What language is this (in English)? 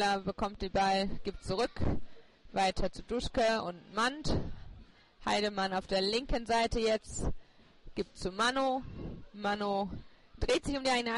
German